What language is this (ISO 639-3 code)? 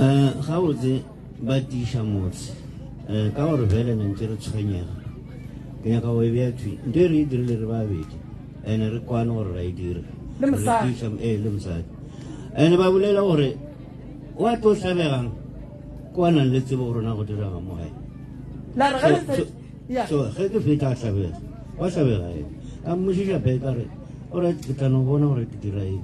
nso